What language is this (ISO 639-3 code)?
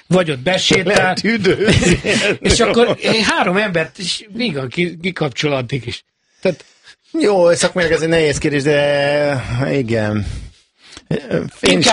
hun